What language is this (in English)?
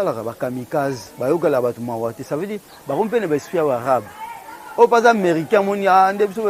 Lingala